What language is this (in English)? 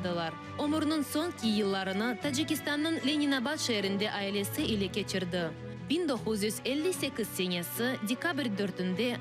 Crimean Tatar